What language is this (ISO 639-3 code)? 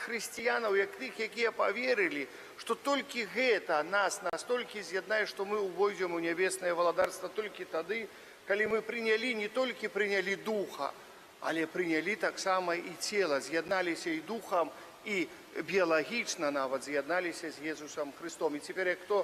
bel